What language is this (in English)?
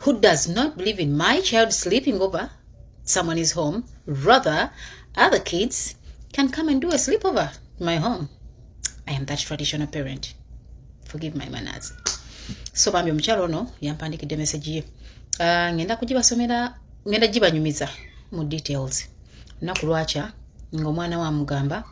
Ganda